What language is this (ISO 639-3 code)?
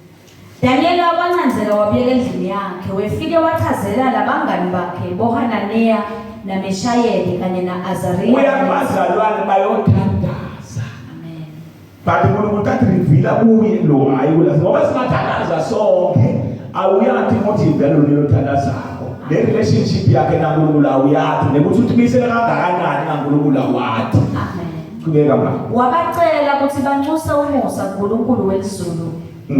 zul